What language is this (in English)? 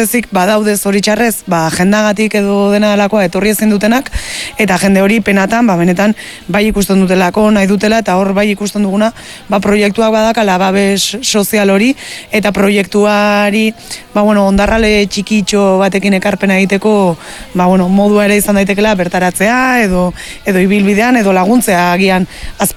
Basque